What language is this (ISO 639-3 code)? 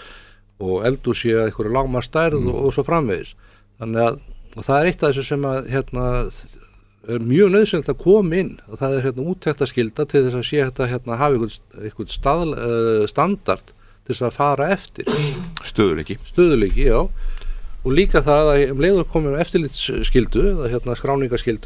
isl